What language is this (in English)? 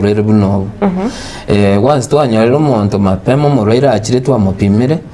Gusii